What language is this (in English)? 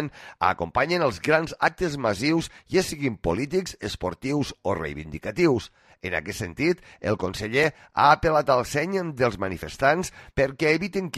Catalan